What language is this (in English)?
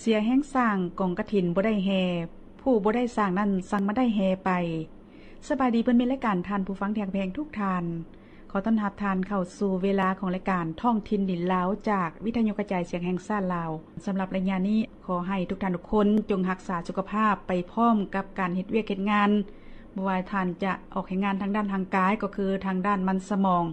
Lao